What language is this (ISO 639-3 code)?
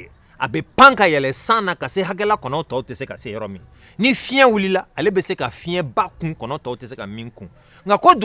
bam